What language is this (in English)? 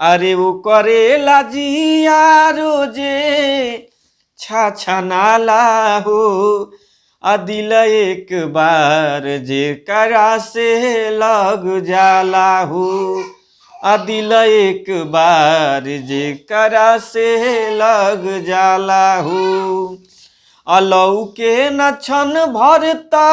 Bhojpuri